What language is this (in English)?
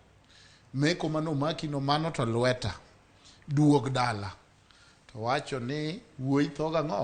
Luo (Kenya and Tanzania)